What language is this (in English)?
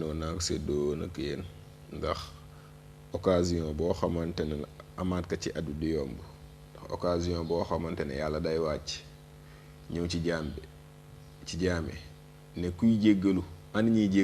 Wolof